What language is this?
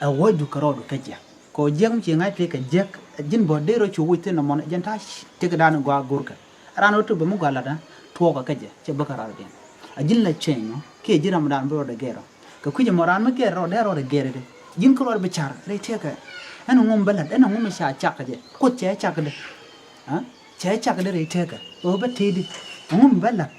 Nuer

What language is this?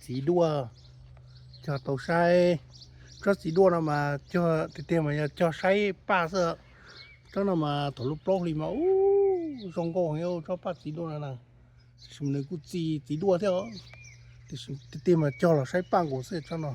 Hmong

